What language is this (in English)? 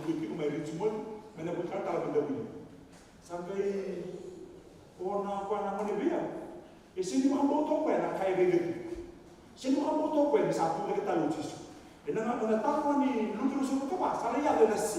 Fijian